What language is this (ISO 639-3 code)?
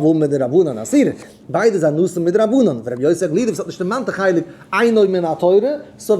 yid